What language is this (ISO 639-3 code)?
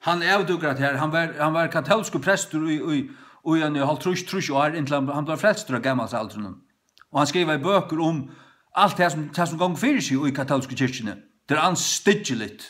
fao